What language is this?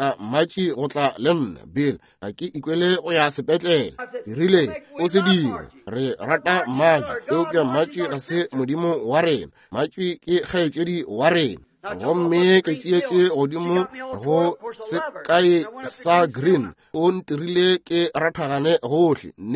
Northern Sotho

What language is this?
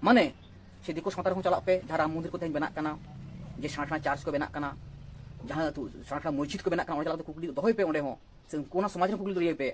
Santali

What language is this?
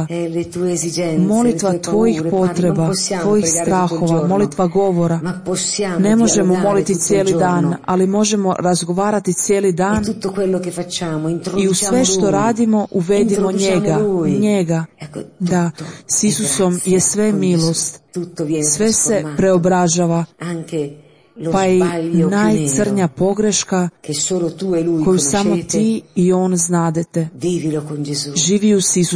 Croatian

